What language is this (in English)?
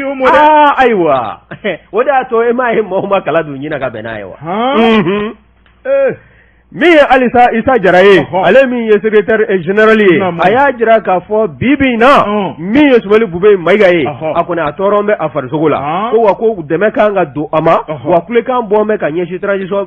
Bambara